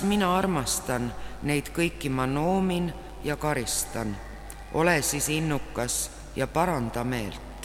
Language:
Estonian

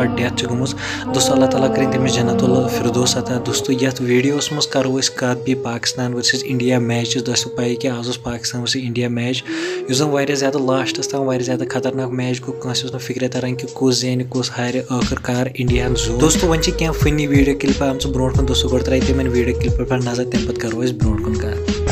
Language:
Kashmiri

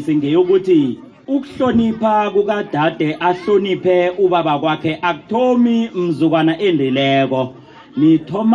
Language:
South Ndebele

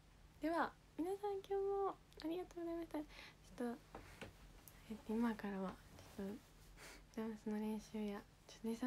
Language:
Japanese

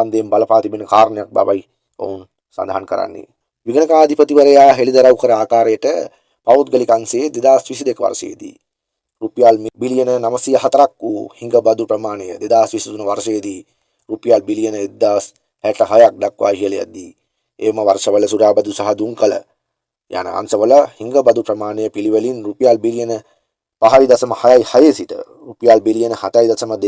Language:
Sinhala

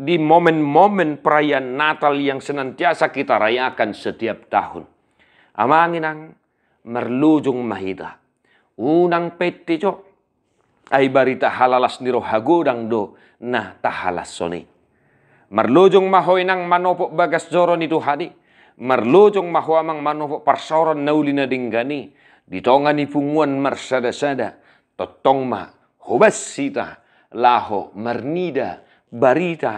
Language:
Batak Toba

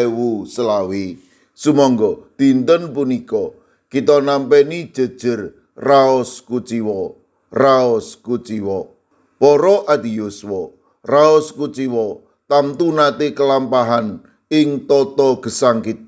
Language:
Javanese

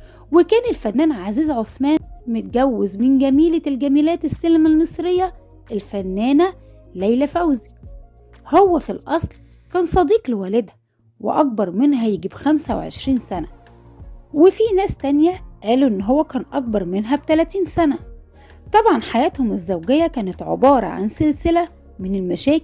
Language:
Egyptian Arabic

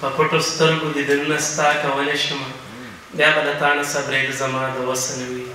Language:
Pashto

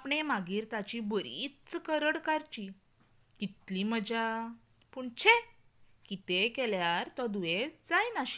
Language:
Konkani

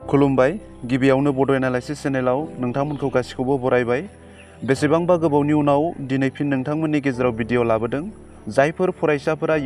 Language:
Bodo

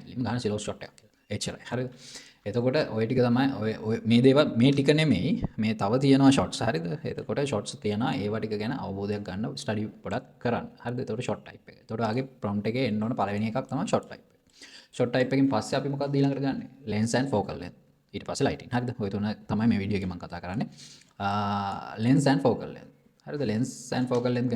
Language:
Sinhala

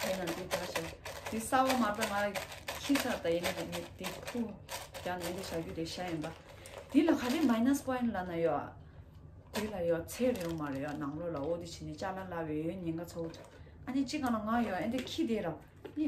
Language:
Tibetan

